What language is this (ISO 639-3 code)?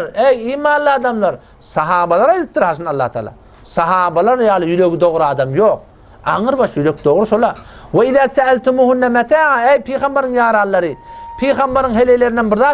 tuk